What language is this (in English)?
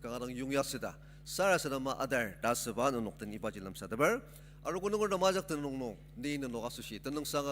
Ao Naga